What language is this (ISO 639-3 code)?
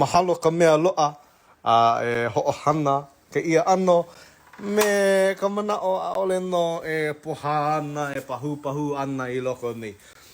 haw